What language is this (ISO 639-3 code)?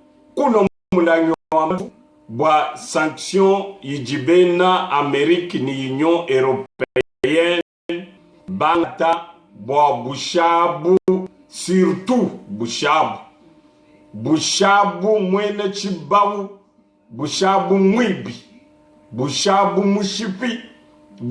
lua